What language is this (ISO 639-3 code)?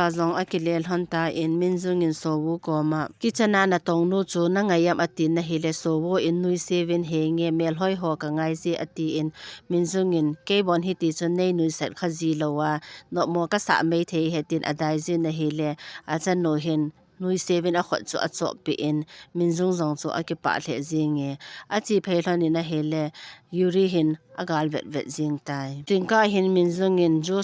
tcz